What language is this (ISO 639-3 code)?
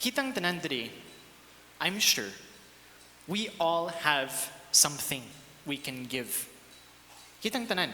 ceb